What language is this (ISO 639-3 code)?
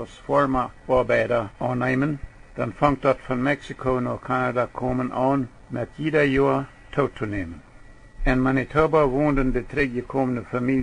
pdt